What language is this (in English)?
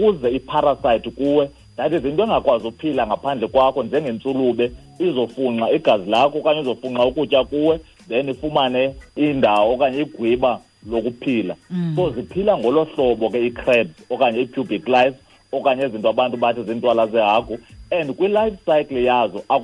Xhosa